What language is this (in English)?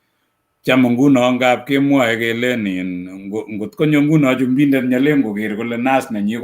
Kalenjin